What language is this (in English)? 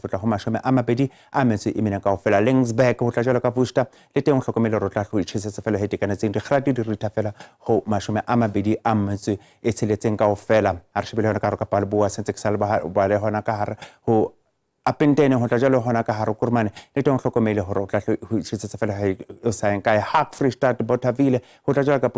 Southern Sotho